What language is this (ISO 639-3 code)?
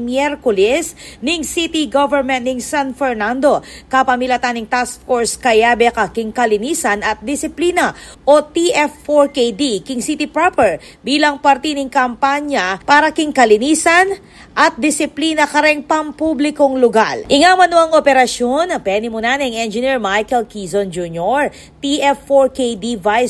pam